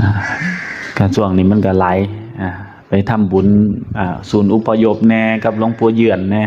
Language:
Northeastern Thai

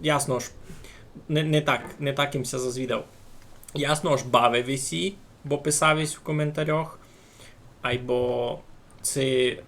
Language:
Rusyn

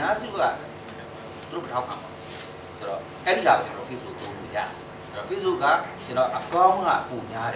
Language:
Burmese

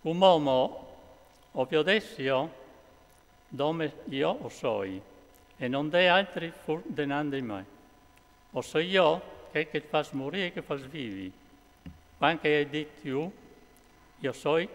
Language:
Friulian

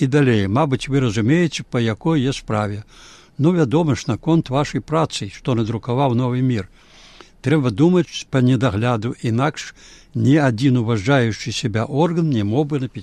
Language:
Belarusian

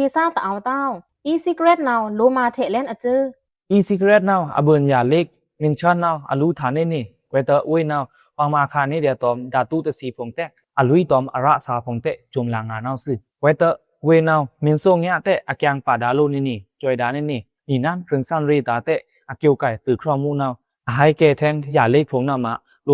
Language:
Pa'o Karen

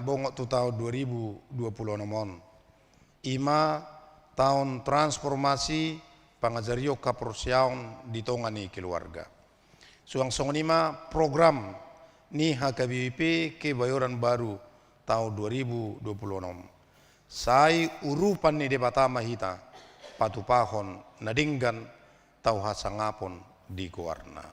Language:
Batak Toba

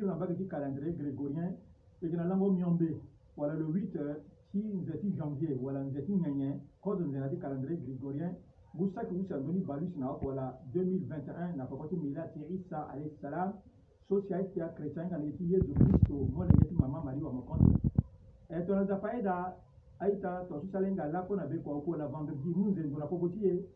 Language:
Sango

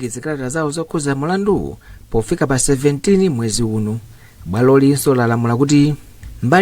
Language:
Nyanja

